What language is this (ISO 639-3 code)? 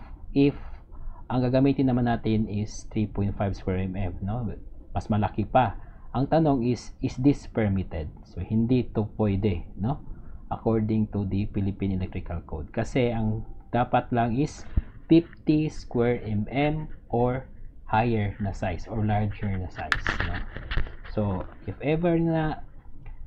fil